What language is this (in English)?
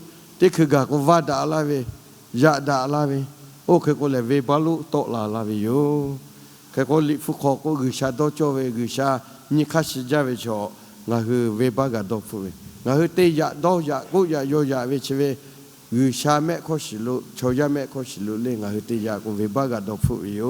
Lahu